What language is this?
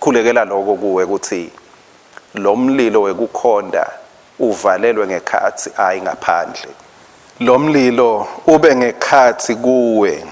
Swati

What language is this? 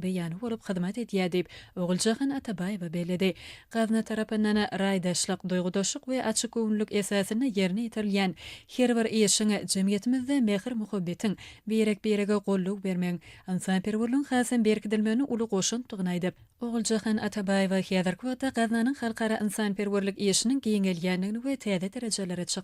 Turkmen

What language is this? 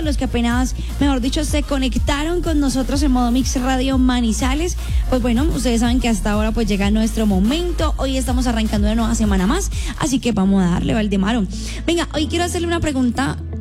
Spanish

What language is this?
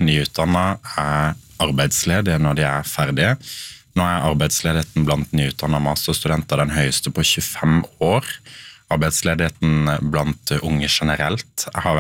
Norwegian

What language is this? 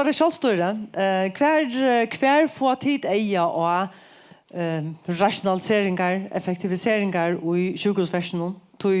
Faroese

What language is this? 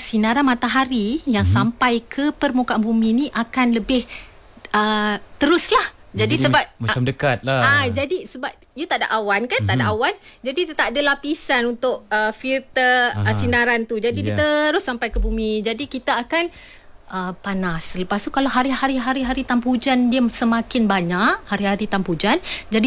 Malay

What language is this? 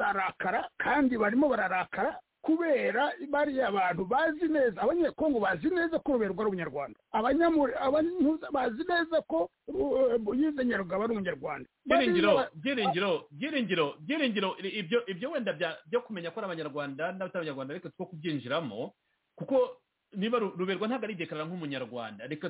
Kinyarwanda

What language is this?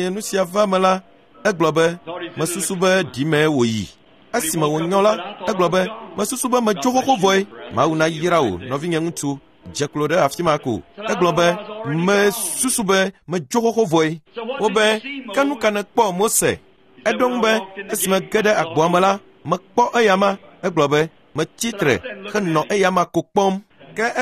Ewe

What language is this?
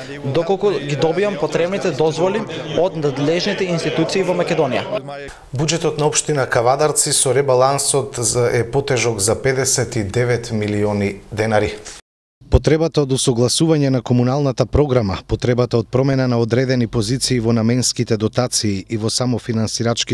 Macedonian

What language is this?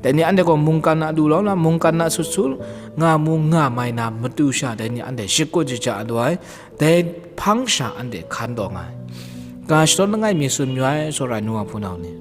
Kachin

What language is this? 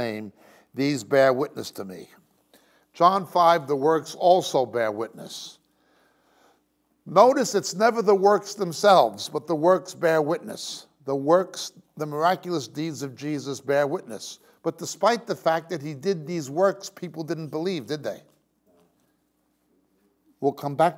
English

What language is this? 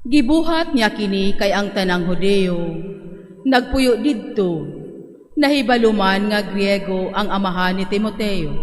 Cebuano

